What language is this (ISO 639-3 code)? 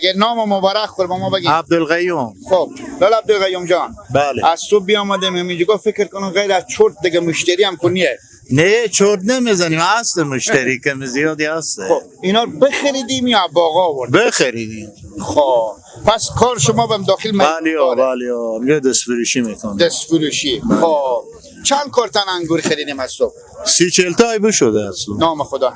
fas